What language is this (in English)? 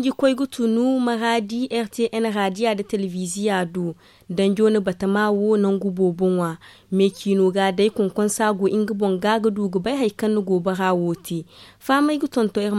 Zarma